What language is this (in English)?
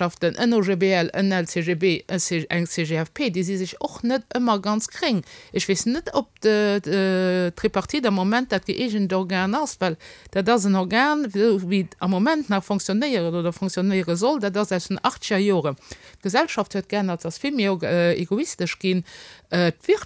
Luxembourgish